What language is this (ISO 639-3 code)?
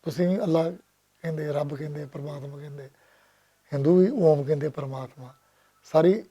lah